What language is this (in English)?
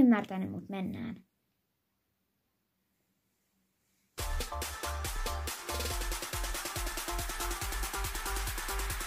Finnish